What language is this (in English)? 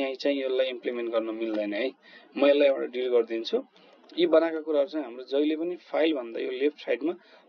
Nepali